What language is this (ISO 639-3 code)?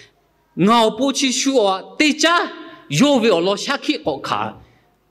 lhu